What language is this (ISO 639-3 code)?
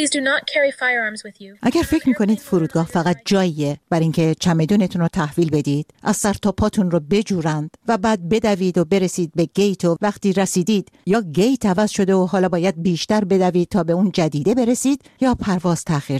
fas